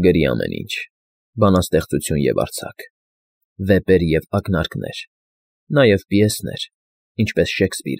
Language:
Armenian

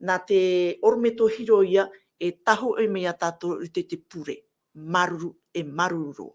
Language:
Tahitian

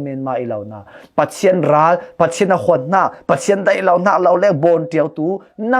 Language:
Falam Chin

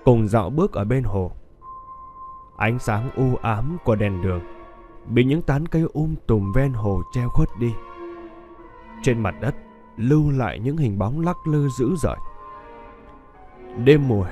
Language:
Vietnamese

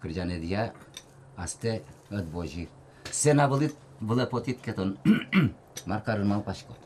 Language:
Udmurt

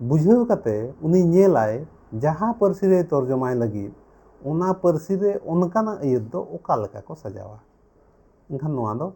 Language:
Santali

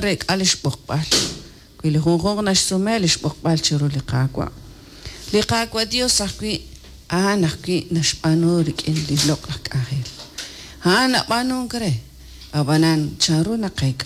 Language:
Kekchí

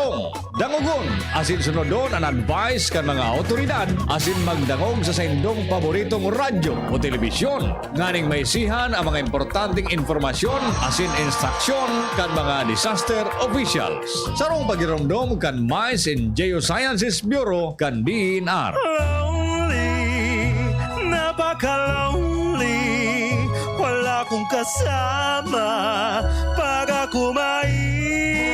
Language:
Bikol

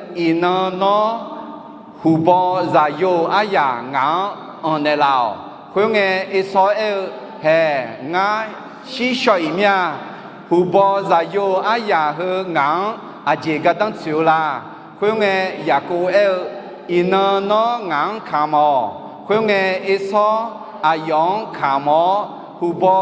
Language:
Akha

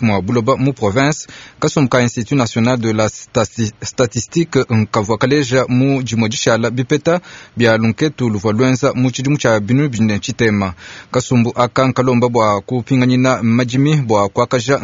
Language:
Luba-Lulua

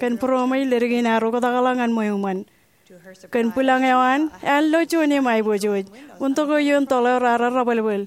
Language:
Marshallese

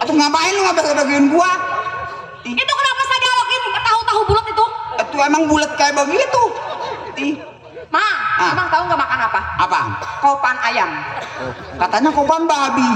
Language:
Betawi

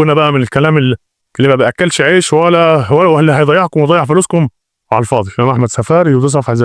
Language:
Egyptian Arabic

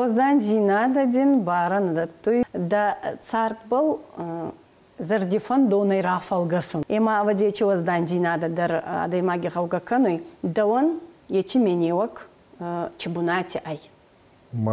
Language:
Ossetic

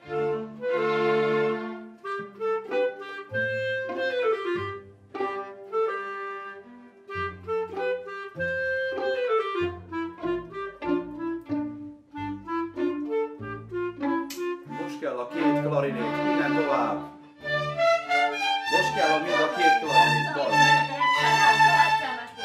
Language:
Hungarian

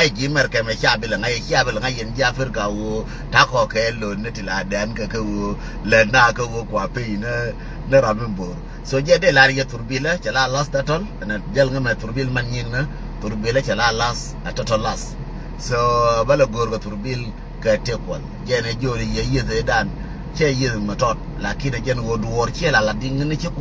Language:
Nuer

